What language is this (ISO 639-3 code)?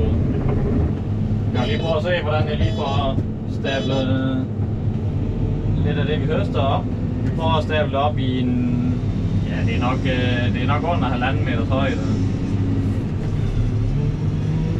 dan